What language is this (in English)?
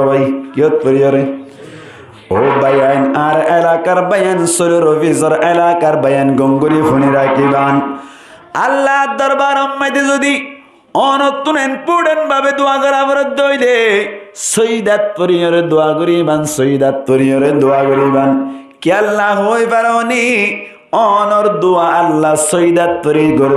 Rohingya